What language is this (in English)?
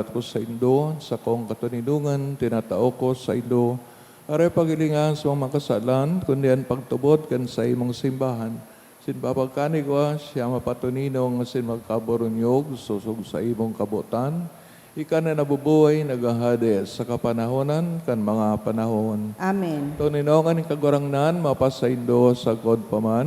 Bikol